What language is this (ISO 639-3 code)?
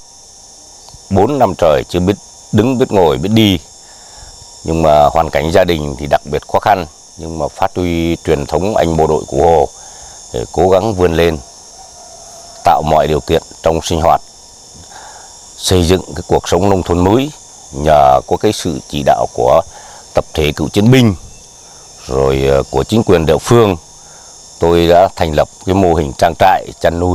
vie